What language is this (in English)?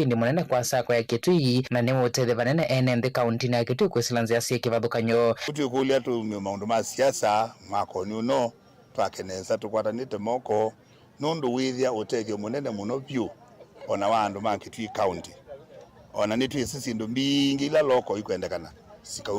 Kamba